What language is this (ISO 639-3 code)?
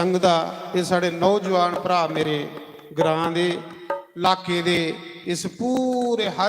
doi